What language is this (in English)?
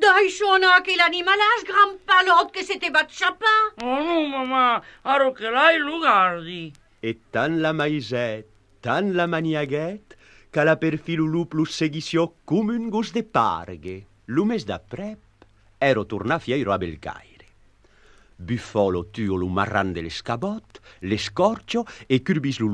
Occitan